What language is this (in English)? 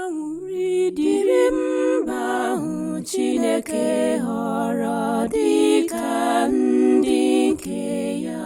Igbo